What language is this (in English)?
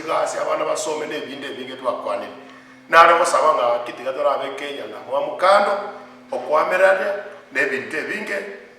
Gusii